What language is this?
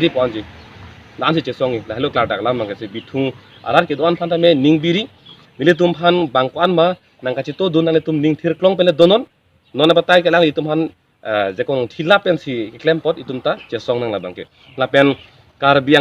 Karbi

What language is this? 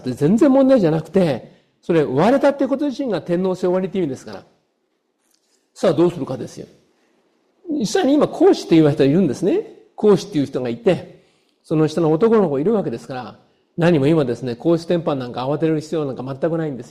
Japanese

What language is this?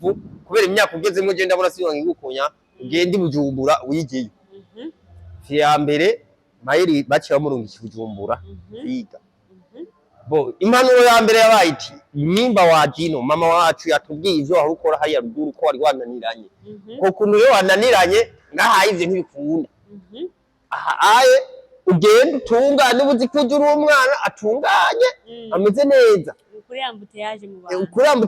Rundi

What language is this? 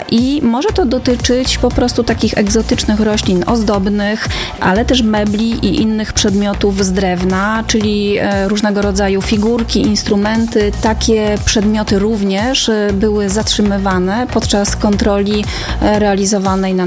Polish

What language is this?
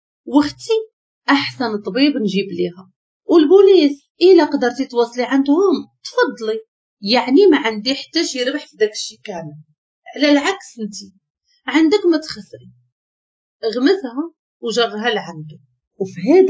Moroccan Arabic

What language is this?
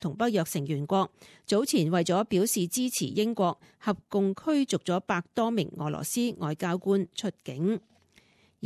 Cantonese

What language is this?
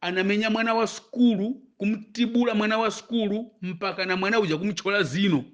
Nyanja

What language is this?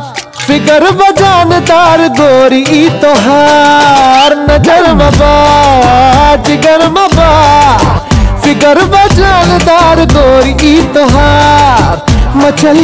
Bhojpuri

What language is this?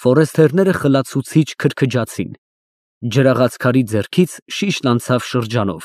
Armenian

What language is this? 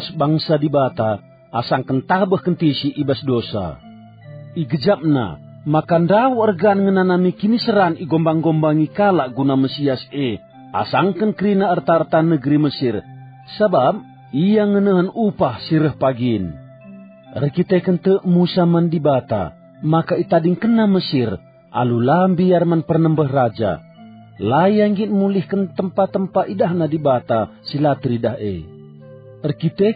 Batak Karo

